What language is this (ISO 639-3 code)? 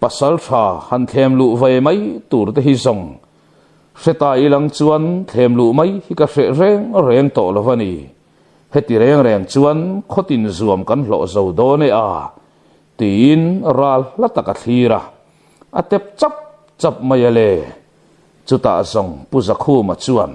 lus